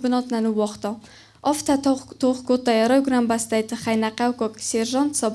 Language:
Ossetic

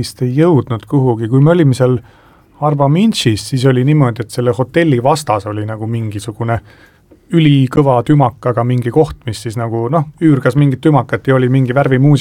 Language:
Estonian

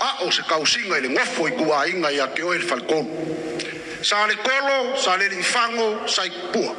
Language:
Samoan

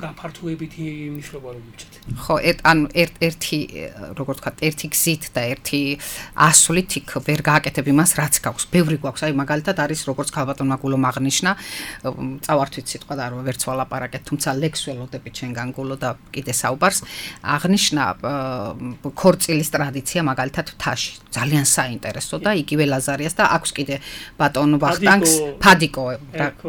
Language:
Georgian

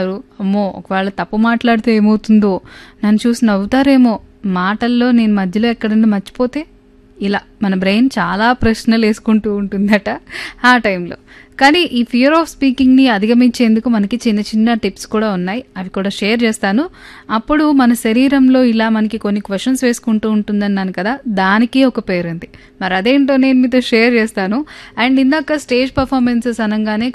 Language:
Telugu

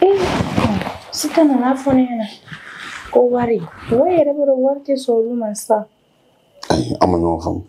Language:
Bambara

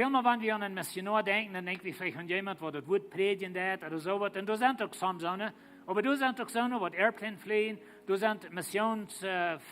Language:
Plautdietsch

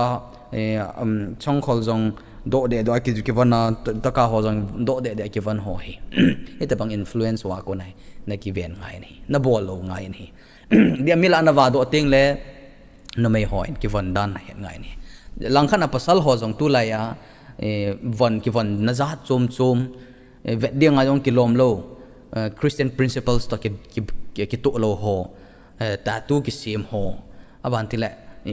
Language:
Thado Chin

